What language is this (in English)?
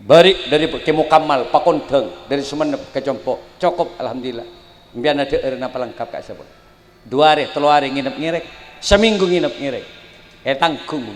Madurese